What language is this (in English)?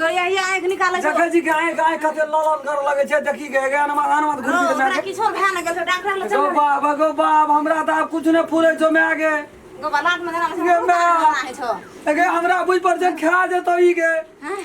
Maithili